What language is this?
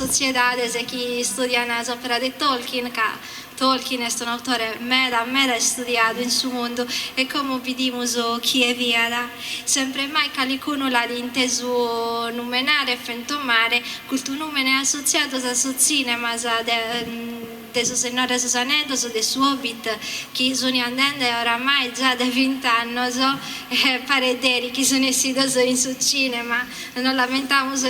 Sardinian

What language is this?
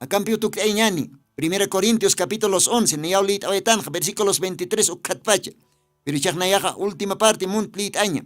Aymara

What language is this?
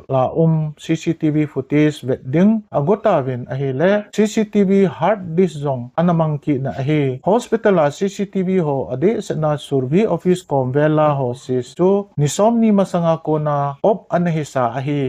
Thado Chin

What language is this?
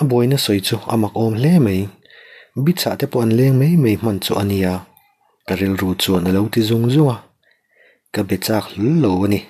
Mizo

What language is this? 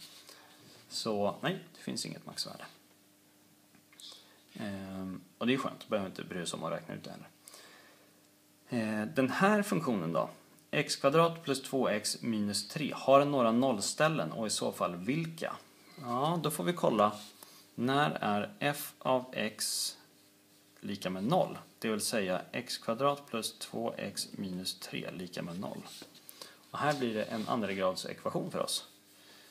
Swedish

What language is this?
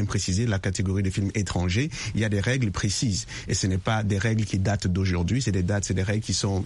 French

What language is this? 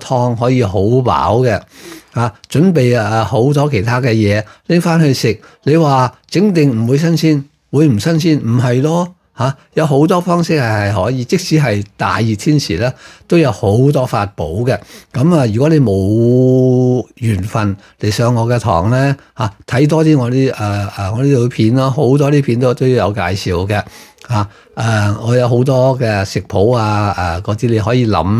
Cantonese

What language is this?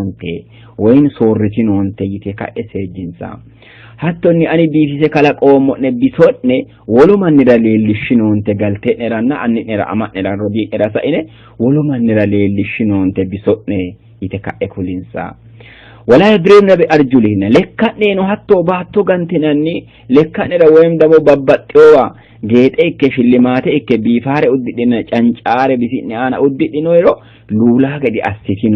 Sidamo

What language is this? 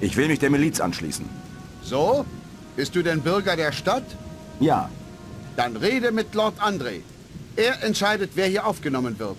Bavarian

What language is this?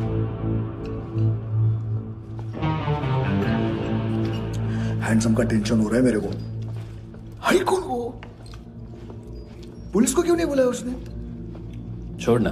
Hindi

